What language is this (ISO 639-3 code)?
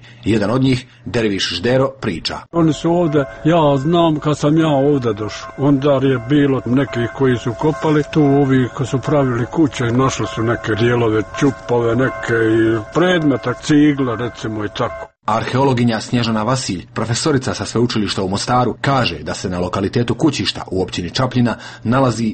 srp